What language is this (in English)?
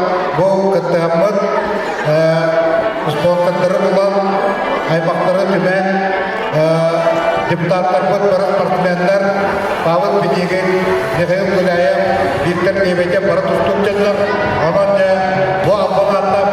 Yakut